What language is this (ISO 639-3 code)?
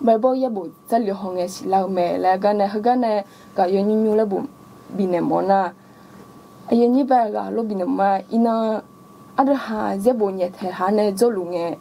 ahk